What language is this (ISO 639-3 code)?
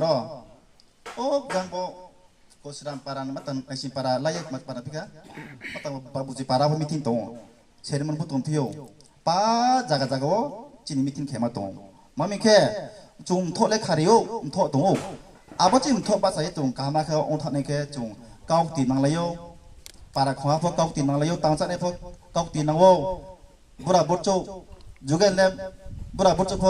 ria